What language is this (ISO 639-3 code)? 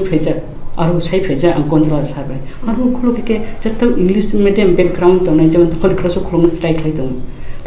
trp